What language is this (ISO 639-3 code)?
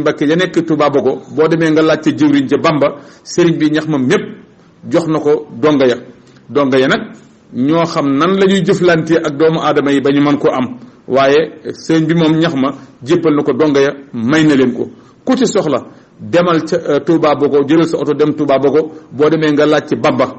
wol